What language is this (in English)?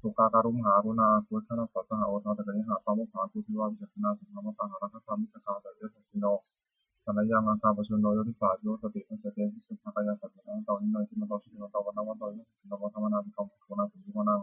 Pali